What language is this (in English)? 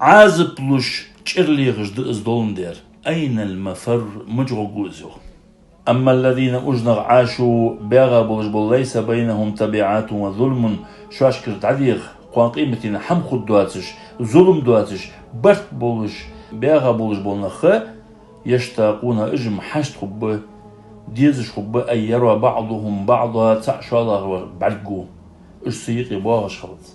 Ingush